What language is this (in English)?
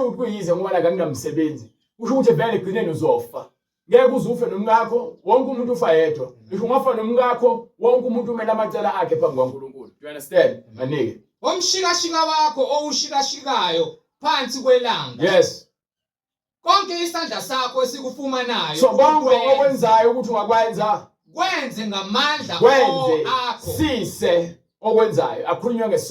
Zulu